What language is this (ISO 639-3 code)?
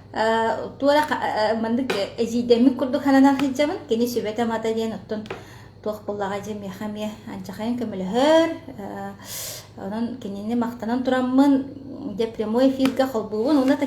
sah